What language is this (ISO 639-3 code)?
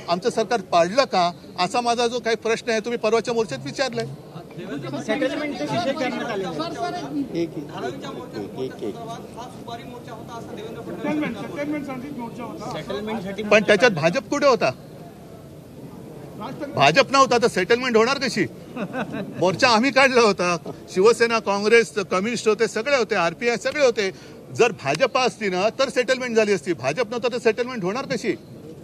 mar